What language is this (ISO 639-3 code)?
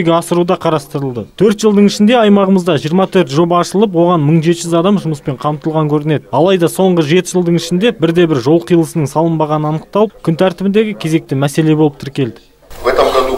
kaz